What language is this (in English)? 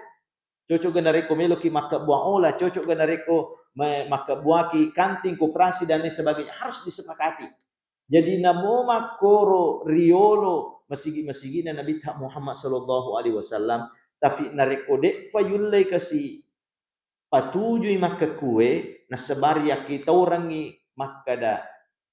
Buginese